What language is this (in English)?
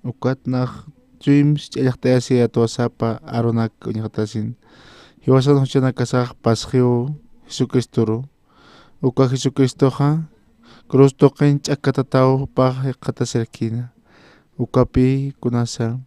Aymara